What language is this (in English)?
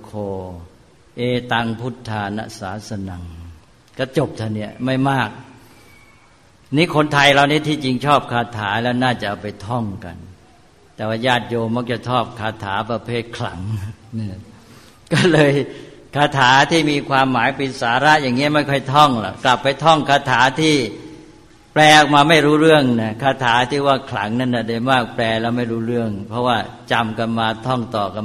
Thai